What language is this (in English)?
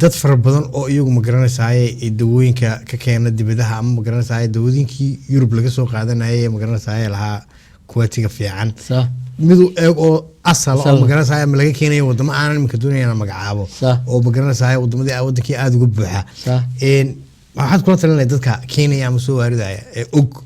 Somali